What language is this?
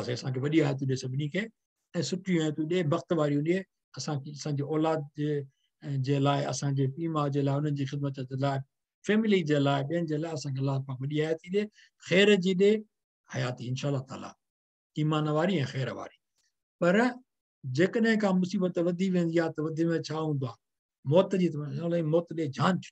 Sindhi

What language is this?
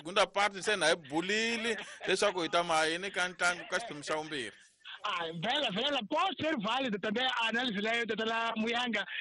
Tsonga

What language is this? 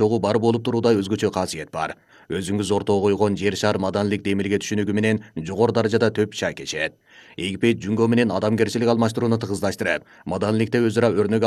Kyrgyz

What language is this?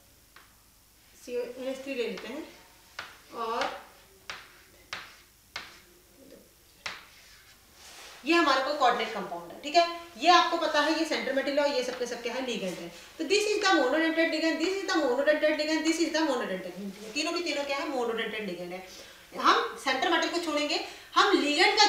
Hindi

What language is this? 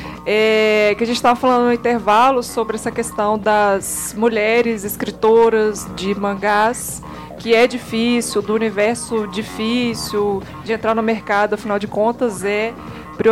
Portuguese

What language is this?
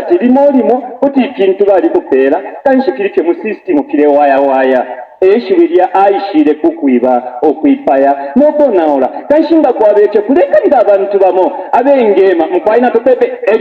Bemba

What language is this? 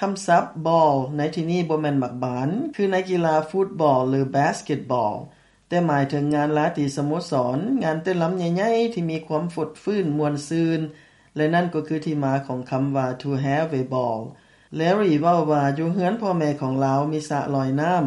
Lao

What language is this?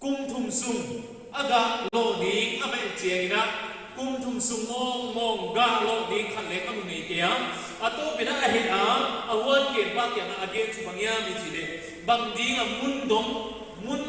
Paite Chin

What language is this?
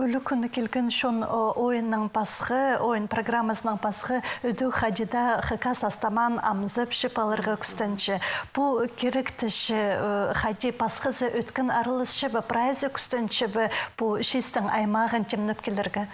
Khakas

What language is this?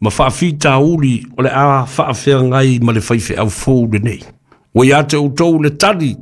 Samoan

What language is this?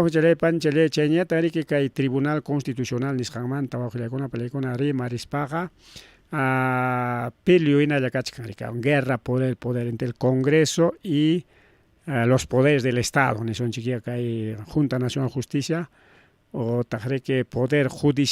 Ayacucho Quechua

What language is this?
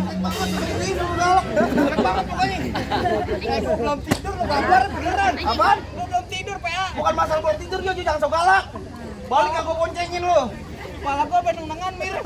Betawi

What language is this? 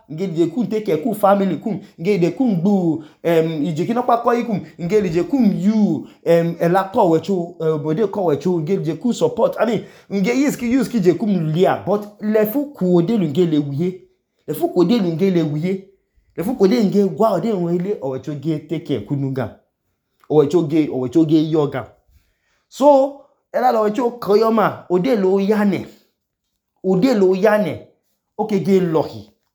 Idoma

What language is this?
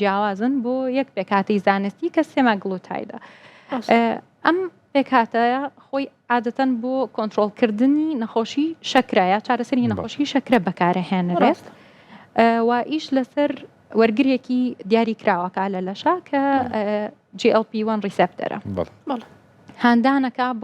Central Kurdish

